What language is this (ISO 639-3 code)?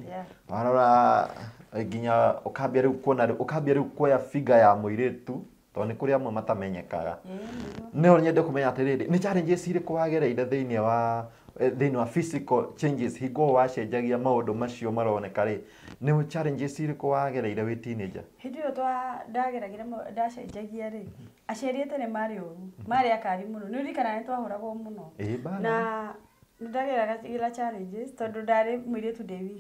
kik